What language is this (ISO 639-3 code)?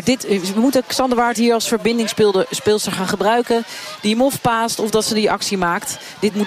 nld